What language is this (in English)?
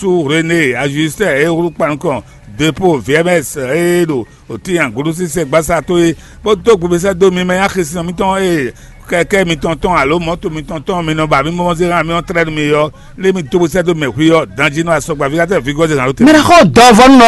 Fon